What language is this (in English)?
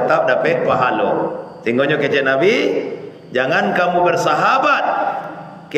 Minangkabau